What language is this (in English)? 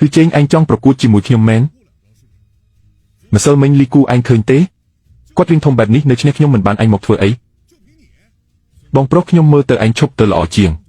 Khmer